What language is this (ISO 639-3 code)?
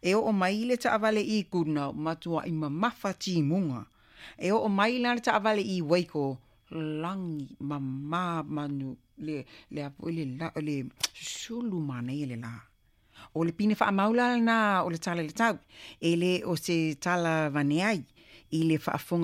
smo